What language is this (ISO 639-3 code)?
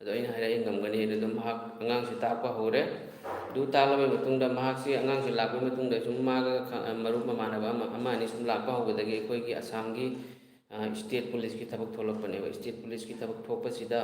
mni